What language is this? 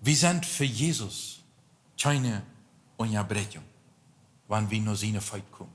Plautdietsch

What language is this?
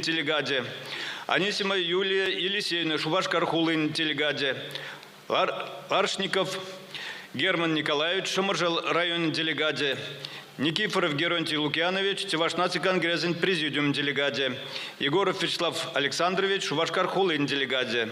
Chuvash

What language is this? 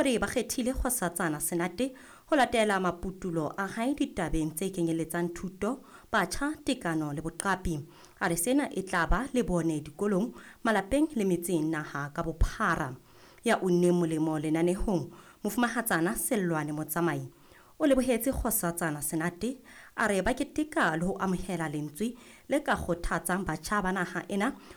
Southern Sotho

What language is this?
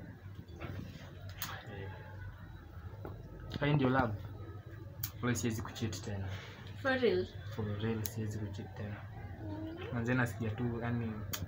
Swahili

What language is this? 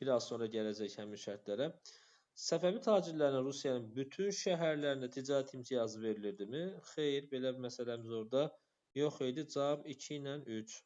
Azerbaijani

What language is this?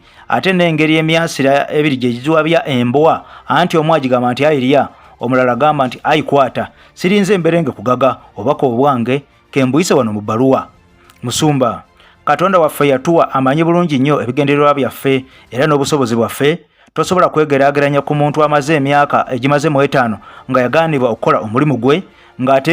Ganda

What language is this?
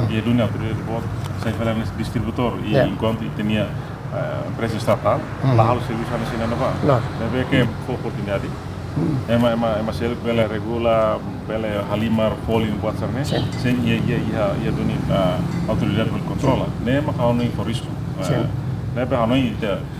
Tetum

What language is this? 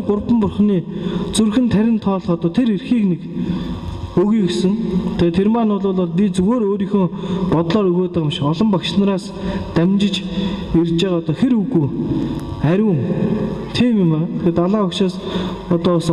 Mongolian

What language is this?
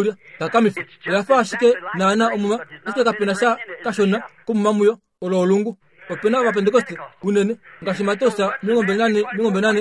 Kuanyama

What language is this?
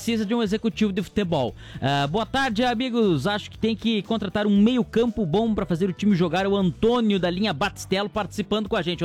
Portuguese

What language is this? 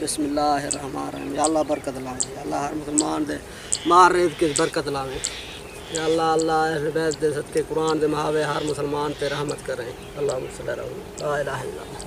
Saraiki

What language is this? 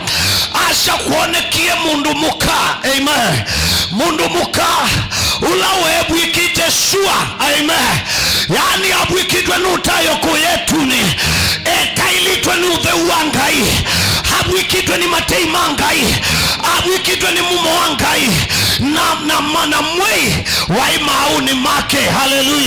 Kamba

